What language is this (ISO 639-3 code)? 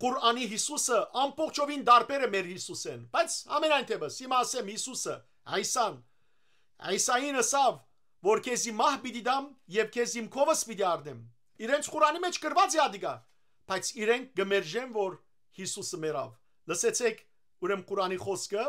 hyw